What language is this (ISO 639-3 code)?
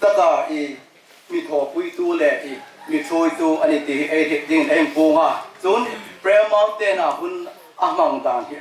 hmr